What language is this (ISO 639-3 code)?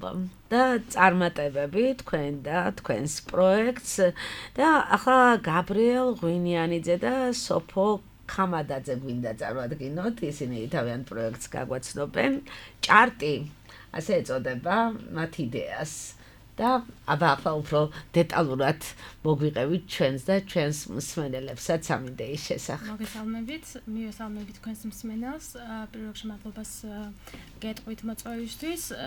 kat